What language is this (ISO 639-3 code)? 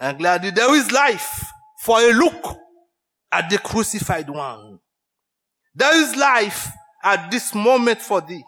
hat